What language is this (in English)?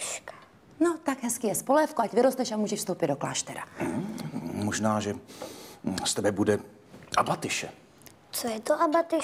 Czech